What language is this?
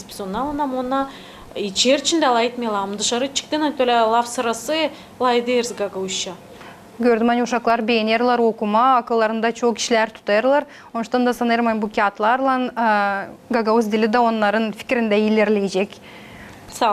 Gagauz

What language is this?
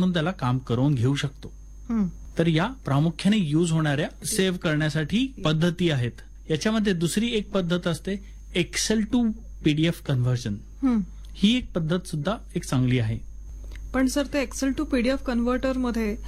Marathi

